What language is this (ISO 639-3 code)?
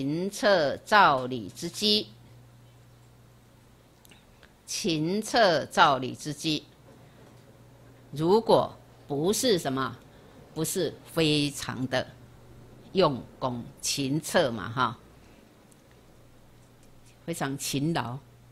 zho